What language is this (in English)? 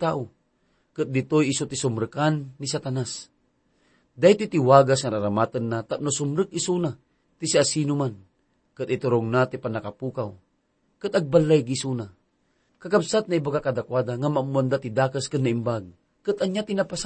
Iloko